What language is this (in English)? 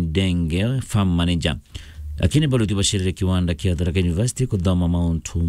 Meru